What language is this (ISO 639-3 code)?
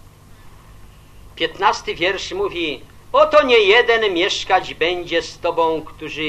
pol